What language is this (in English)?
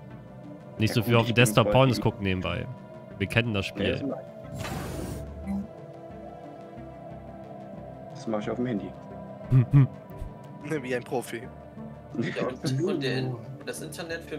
German